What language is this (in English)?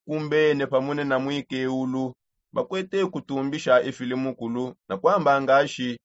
Songe